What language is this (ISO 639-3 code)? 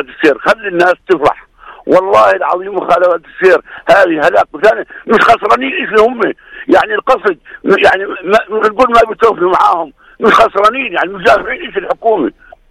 apc